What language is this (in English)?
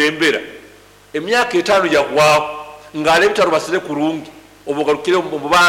Nyankole